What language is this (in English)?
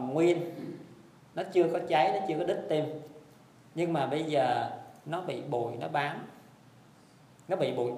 Vietnamese